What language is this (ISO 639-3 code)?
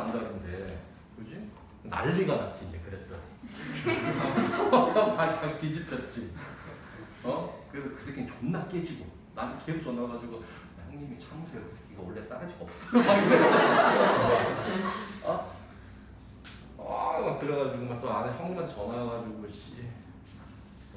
kor